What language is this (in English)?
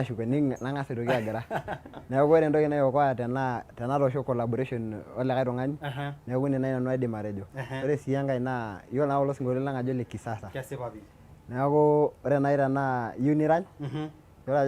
Masai